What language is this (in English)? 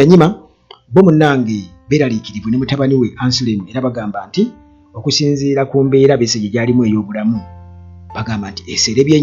Ganda